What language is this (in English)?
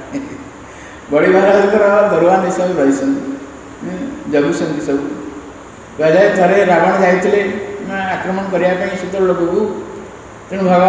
Odia